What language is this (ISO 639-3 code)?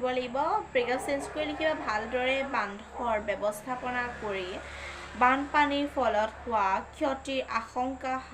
asm